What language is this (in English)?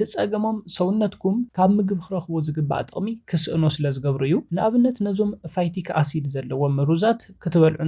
Tigrinya